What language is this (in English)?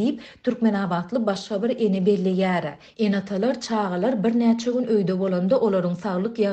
Turkmen